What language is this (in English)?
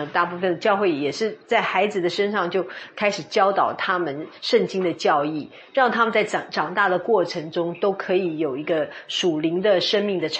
Chinese